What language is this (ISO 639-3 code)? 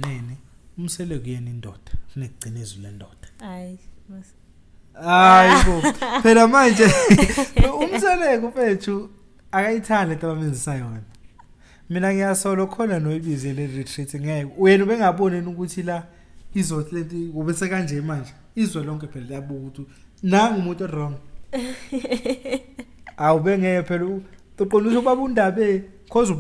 zul